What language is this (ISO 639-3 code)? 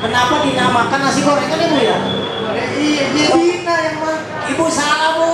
bew